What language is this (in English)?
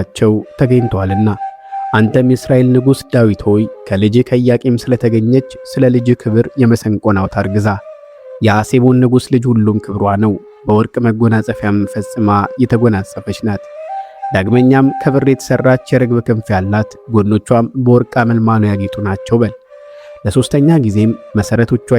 Amharic